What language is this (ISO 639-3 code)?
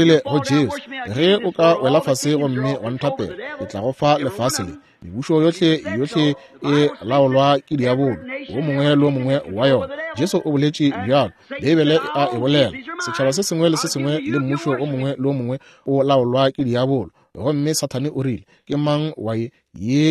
nso